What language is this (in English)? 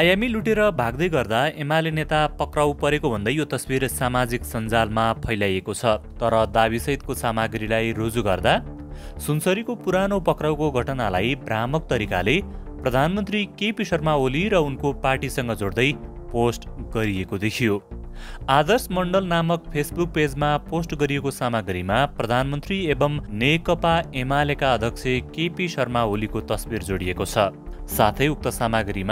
Nepali